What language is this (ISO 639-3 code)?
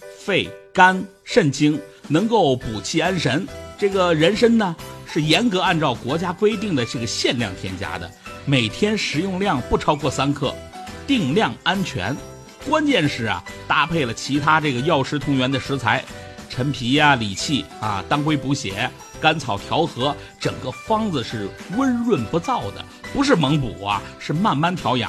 zho